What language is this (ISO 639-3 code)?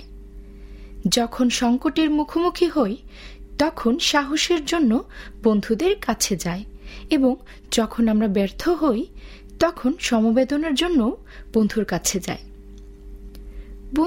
ben